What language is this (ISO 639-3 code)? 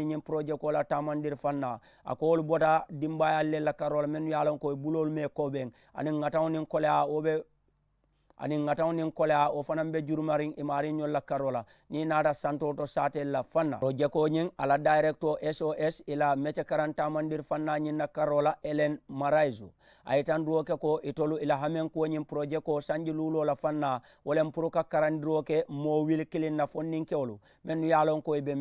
man